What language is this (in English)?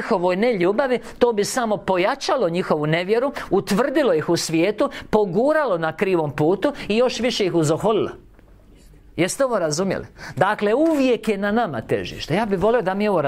Croatian